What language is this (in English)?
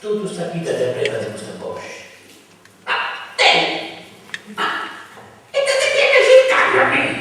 Sardinian